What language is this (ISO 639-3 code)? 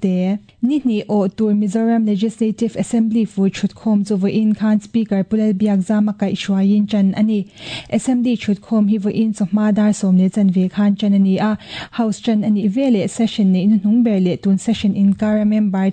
lus